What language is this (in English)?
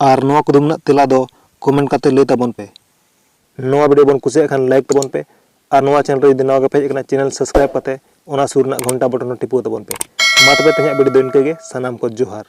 Santali